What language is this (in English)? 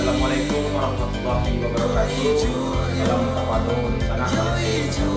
Minangkabau